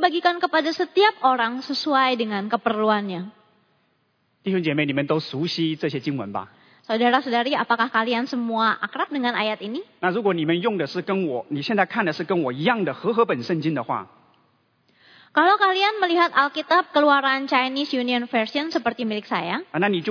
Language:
Indonesian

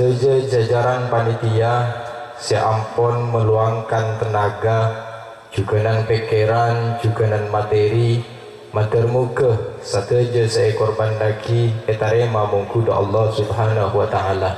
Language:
Madurese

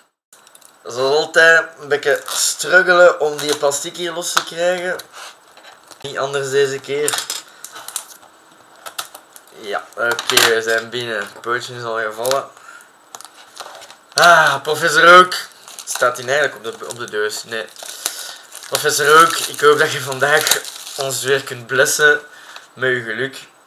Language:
Dutch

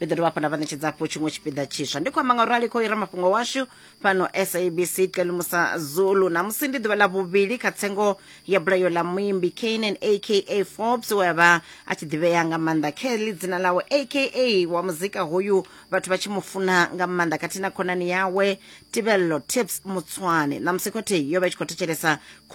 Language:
Venda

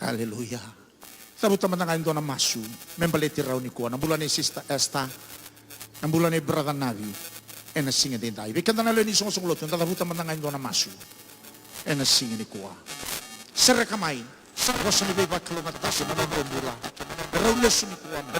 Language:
Fijian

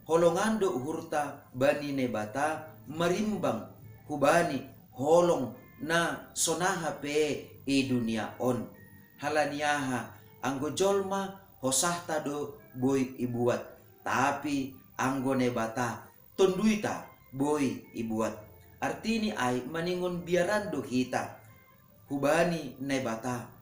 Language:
Batak Simalungun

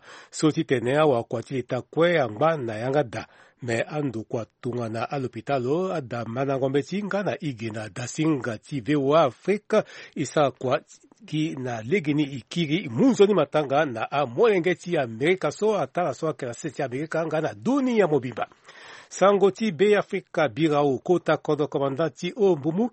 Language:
Sango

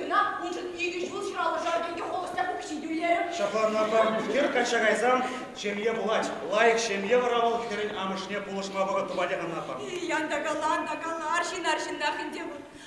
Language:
Chuvash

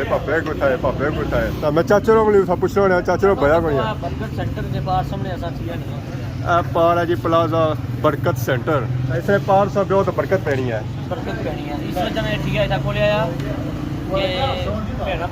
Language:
Pahari-Potwari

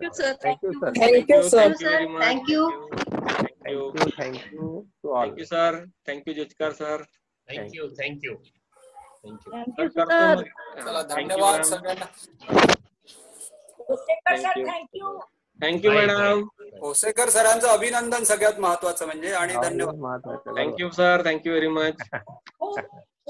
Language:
Marathi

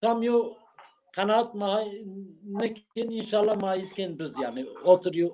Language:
Zaza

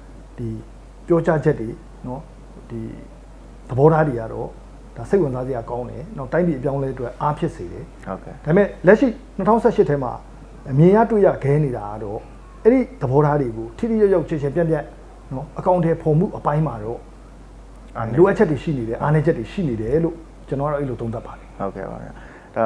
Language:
Burmese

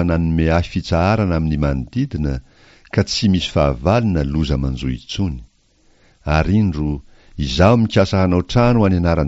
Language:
Malagasy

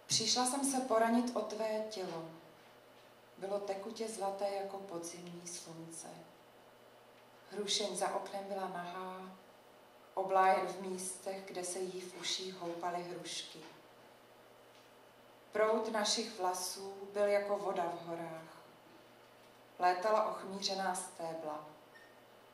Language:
Czech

